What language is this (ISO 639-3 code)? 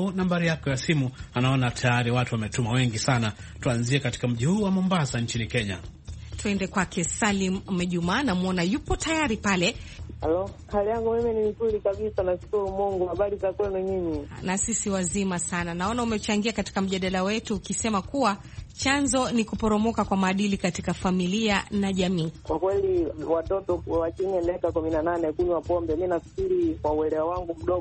swa